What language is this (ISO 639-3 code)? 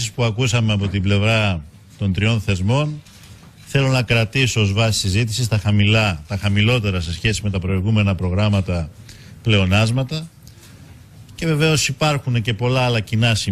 ell